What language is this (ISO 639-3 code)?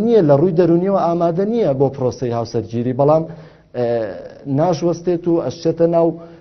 ckb